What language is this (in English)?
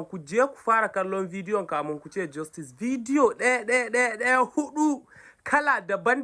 Hausa